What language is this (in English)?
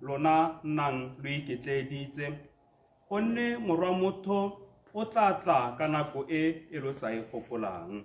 Tswana